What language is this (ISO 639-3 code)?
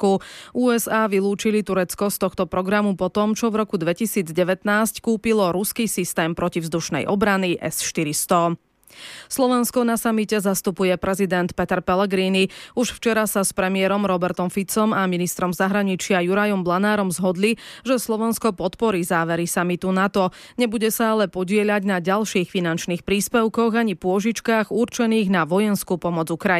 slk